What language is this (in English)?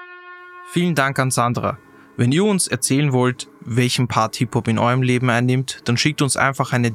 German